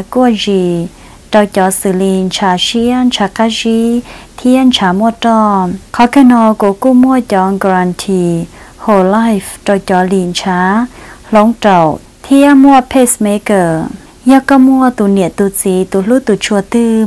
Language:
Vietnamese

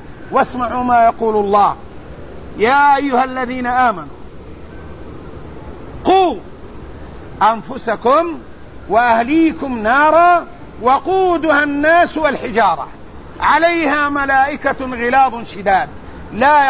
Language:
Arabic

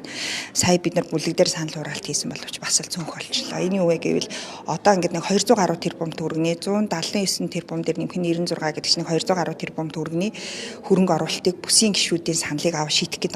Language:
Mongolian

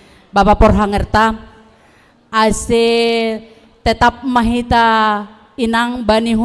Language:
Batak Simalungun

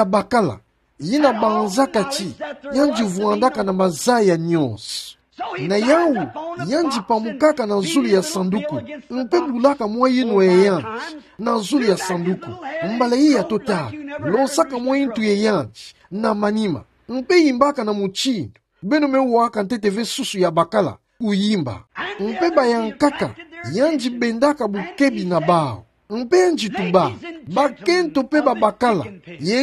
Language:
Kituba (Democratic Republic of Congo)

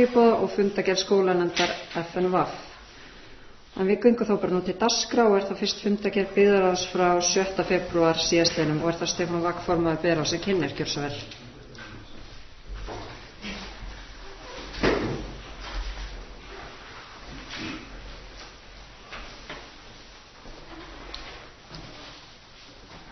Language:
Icelandic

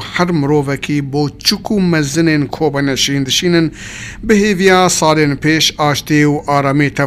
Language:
Kurdish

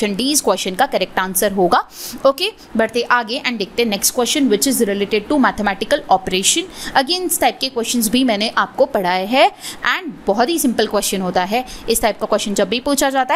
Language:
Hindi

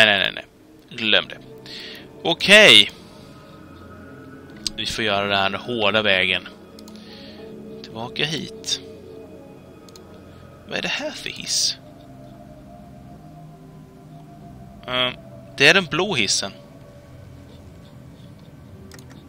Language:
Swedish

